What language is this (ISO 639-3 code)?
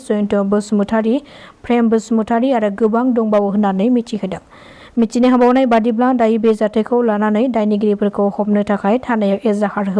brx